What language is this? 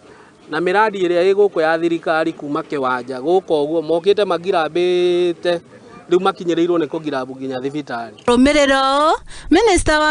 Kikuyu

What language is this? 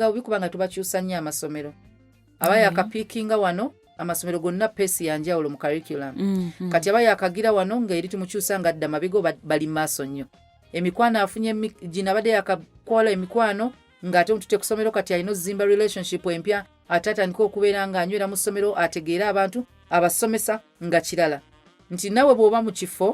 Ganda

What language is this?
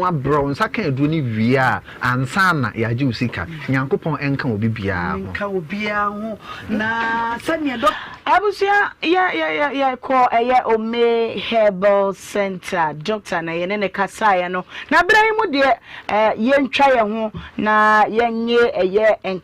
Akan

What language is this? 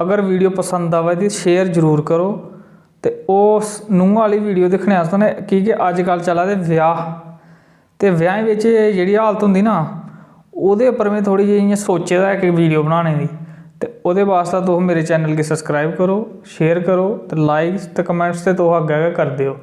Dogri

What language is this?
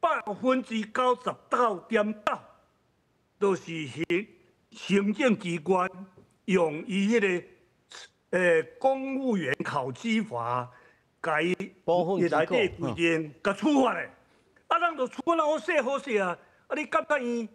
Min Nan Chinese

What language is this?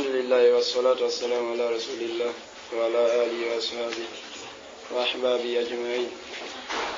Fula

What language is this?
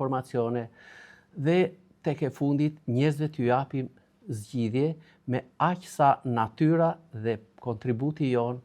Albanian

